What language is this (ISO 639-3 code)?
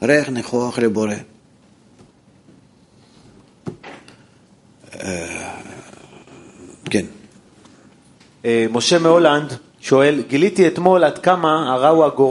heb